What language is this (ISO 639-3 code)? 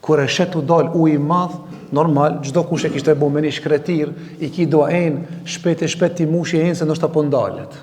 sqi